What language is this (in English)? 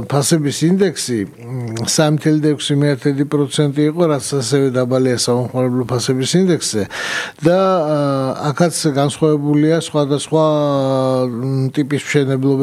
Georgian